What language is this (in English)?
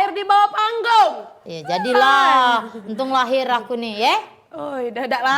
Musi